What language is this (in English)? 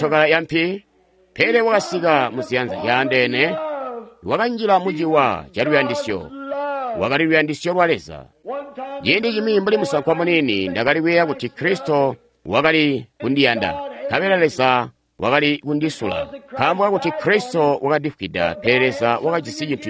Tonga (Zambia)